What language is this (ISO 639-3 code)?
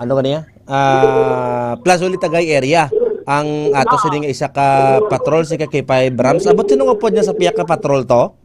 hil